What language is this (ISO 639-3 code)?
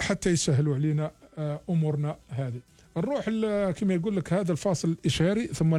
arq